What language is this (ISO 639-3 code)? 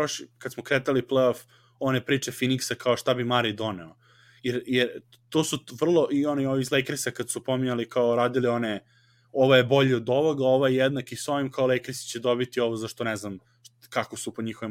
srp